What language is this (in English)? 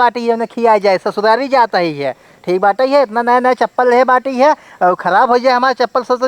Awadhi